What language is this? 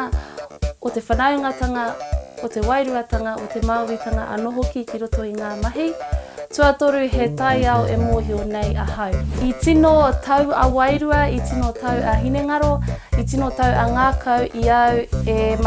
Māori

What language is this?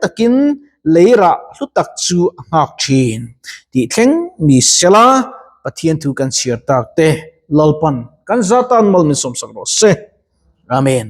Mizo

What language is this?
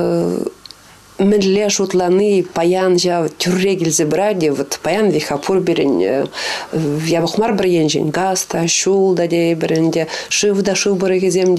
Chuvash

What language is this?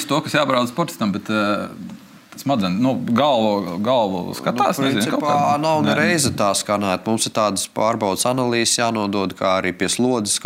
Latvian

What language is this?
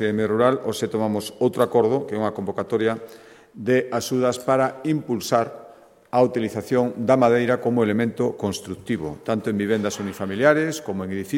Galician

